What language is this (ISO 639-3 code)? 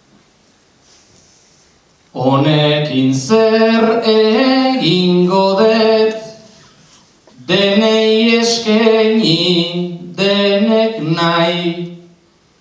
eus